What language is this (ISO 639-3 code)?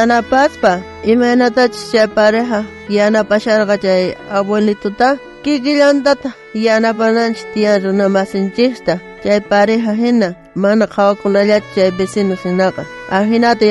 quh